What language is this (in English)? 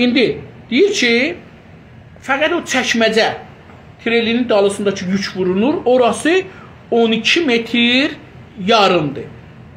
South Azerbaijani